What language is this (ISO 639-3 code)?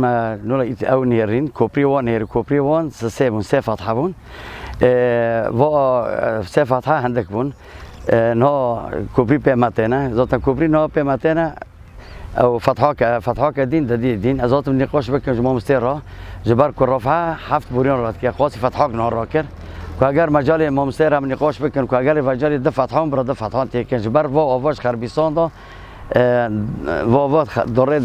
kur